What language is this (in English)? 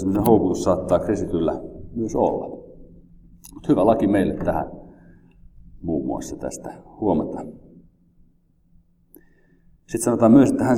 Finnish